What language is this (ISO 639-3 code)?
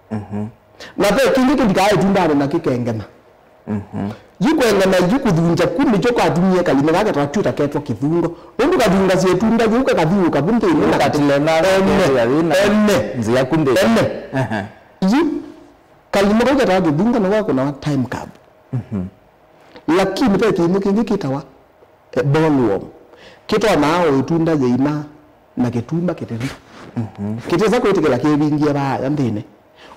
kam